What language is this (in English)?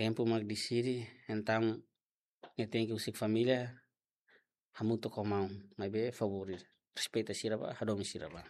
Tetum